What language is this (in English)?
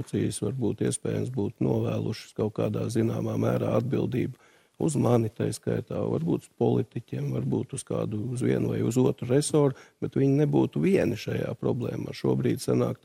Latvian